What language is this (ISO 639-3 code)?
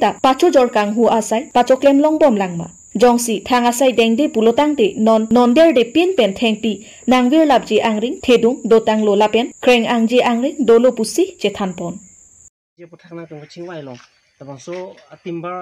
mjw